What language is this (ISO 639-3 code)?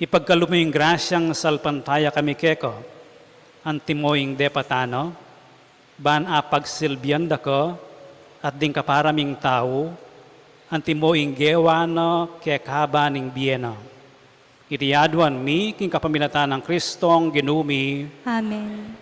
pam